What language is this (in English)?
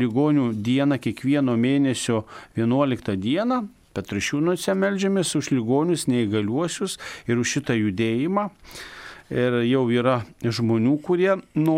Lithuanian